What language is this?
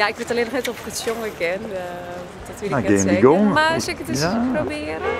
Western Frisian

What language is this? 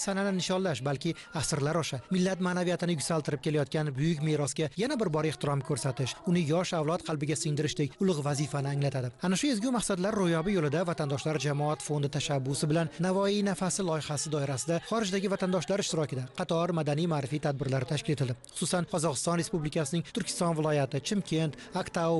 Uzbek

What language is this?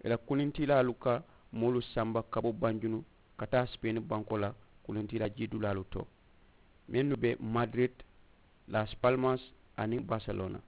Mandingo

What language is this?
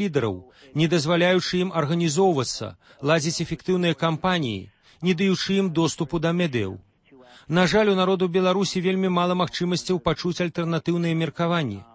Belarusian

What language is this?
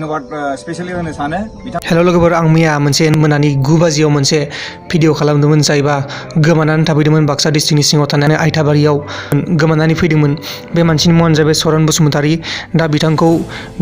Bodo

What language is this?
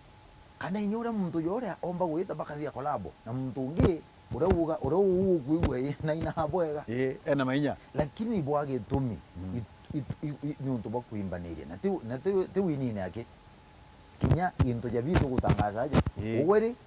Meru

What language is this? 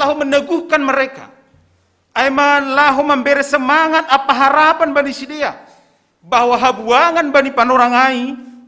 Batak Simalungun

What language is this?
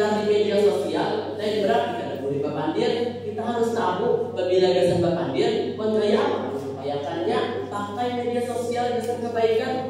Banjar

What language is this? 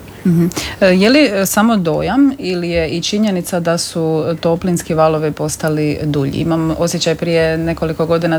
Croatian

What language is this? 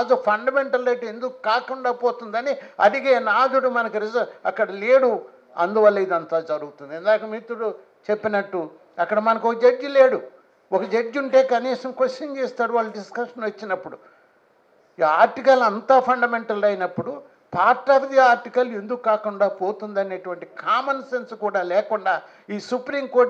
Telugu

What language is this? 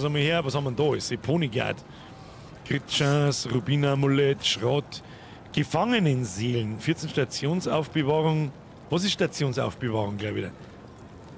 Bavarian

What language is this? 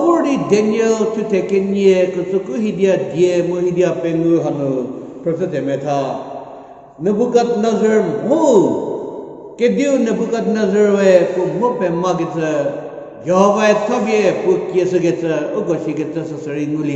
Angami Naga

